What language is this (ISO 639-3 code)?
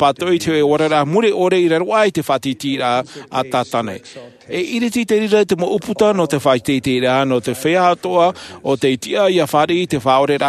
tah